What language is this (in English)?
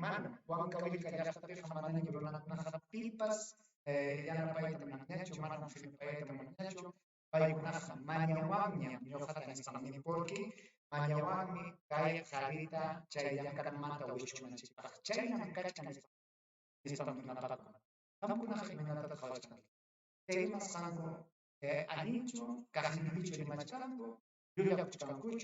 Ayacucho Quechua